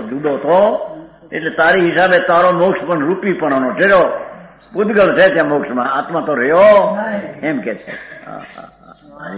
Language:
Gujarati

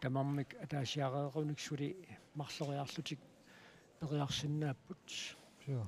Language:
Kalaallisut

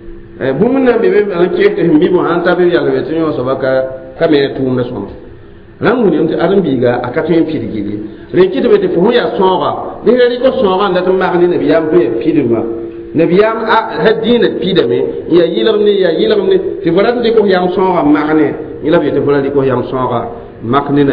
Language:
Mossi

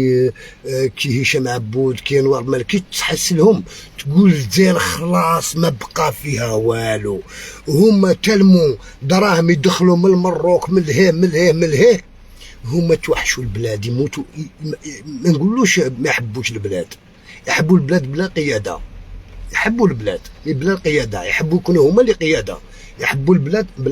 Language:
Algerian Arabic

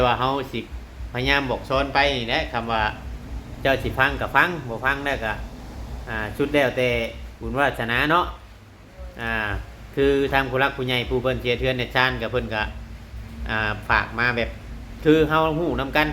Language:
Northeastern Thai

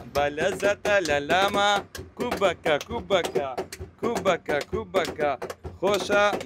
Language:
Central Kurdish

